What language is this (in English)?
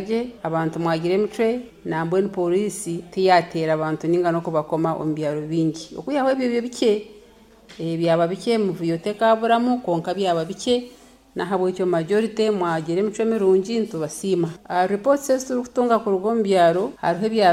Nyoro